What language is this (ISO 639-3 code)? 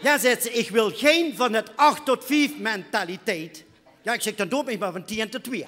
lim